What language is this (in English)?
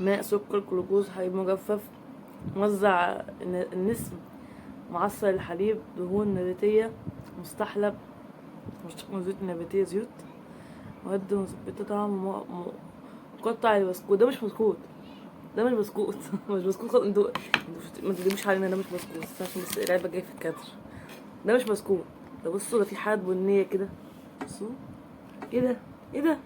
Egyptian Arabic